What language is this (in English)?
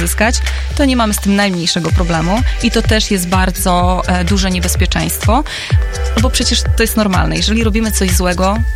Polish